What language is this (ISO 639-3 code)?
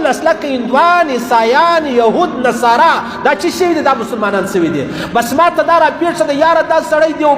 pus